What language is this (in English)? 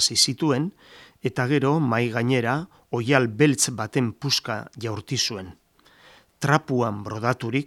Basque